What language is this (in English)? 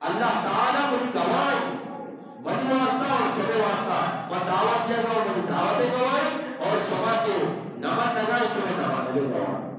Eastern Balochi